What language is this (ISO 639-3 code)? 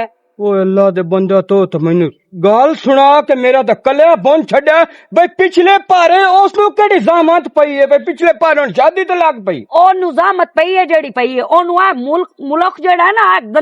lah